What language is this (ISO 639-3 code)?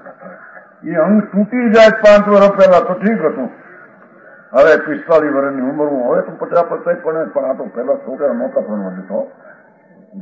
guj